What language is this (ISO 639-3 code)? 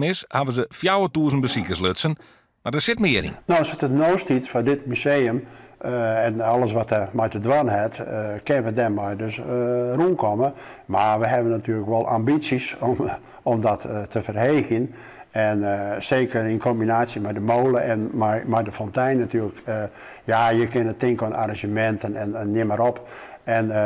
fry